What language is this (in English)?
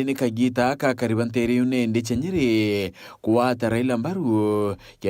Meru